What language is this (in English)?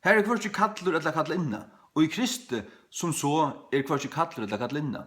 Faroese